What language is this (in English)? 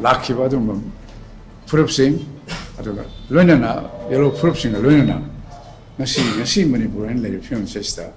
Manipuri